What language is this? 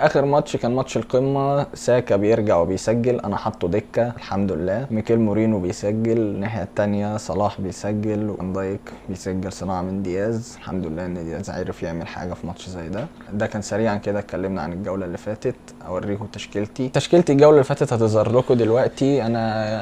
Egyptian Arabic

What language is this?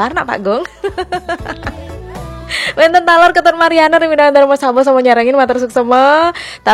Balinese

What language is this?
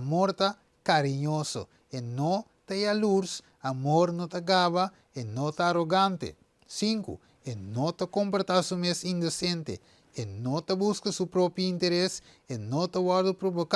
Papiamento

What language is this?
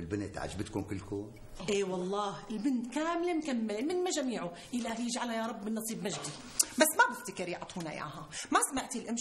North Levantine Arabic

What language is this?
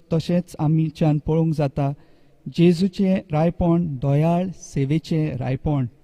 Konkani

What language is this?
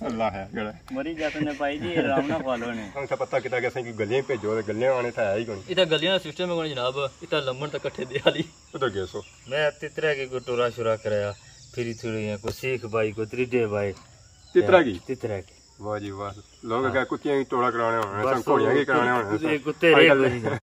Pahari-Potwari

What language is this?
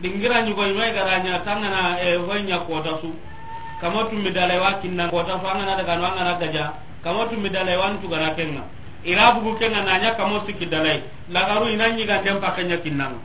Soninke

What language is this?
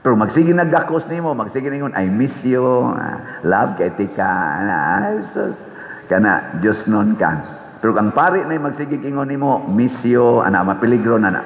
Cebuano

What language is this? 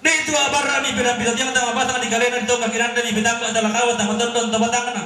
Toraja-Sa'dan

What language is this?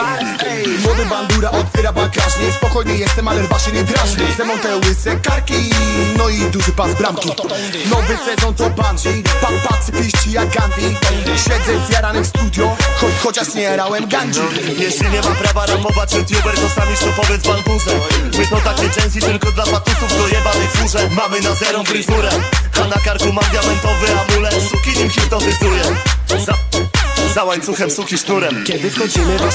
Polish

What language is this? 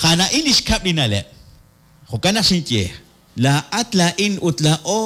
Kekchí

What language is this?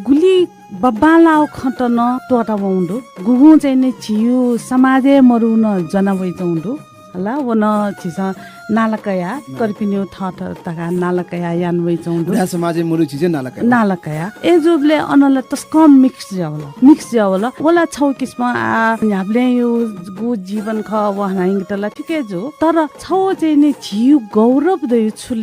Newari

